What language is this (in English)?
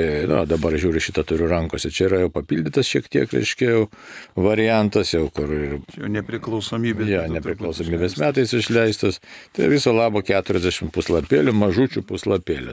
Lithuanian